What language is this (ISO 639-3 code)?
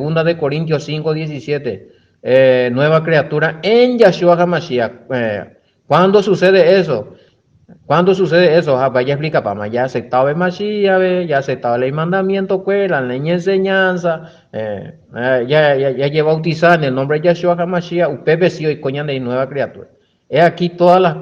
grn